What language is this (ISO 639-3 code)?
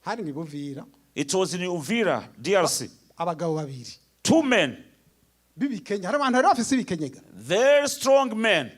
run